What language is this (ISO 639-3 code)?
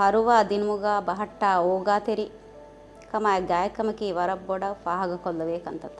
div